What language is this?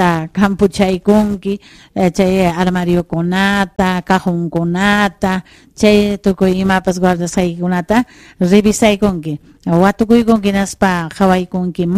Ayacucho Quechua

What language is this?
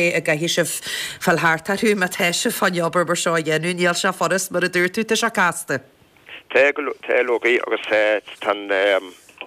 Irish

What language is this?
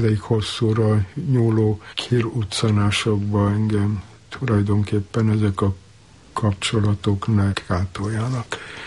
Hungarian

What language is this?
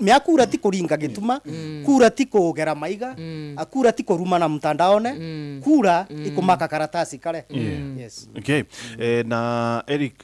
Meru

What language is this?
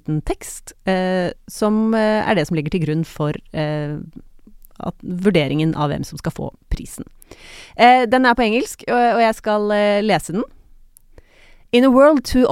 Norwegian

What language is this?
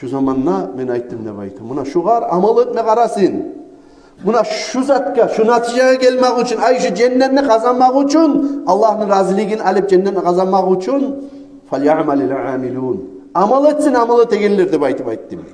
Kumyk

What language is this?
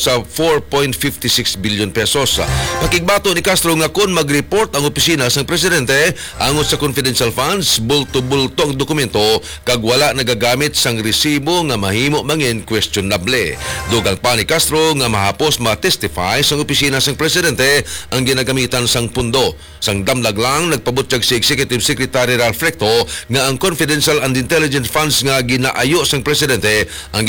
Hiligaynon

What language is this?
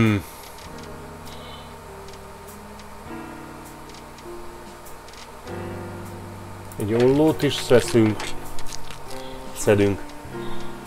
Hungarian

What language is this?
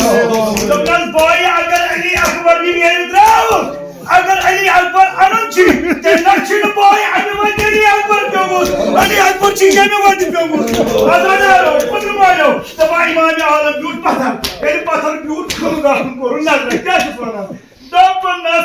Kashmiri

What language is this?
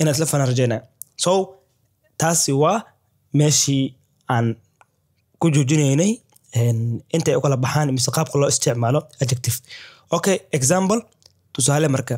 Somali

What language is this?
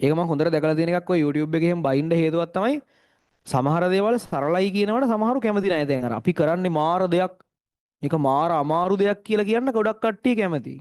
Sinhala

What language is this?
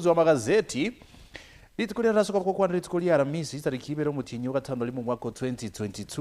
Gusii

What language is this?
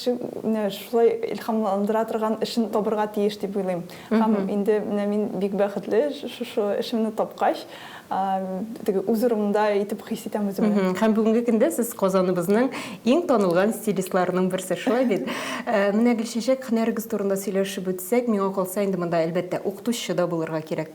Tatar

